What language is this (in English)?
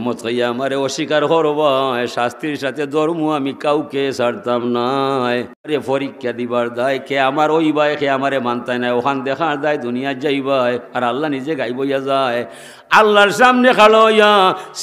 Sylheti